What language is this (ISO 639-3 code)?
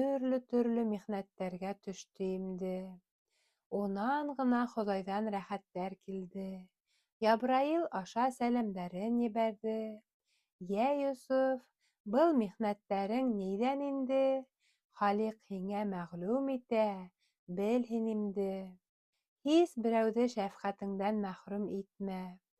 bak